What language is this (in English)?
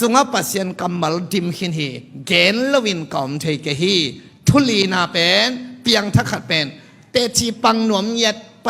Tedim Chin